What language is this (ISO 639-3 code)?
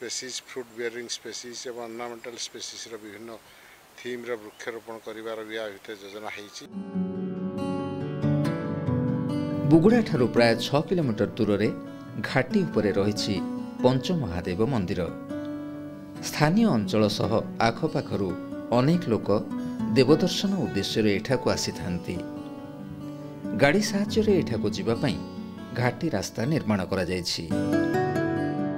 ori